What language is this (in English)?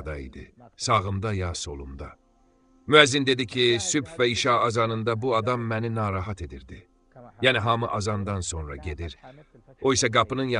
Azerbaijani